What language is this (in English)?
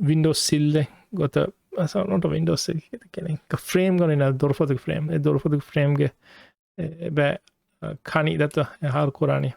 Divehi